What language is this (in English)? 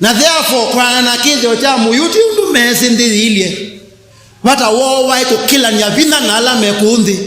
Kamba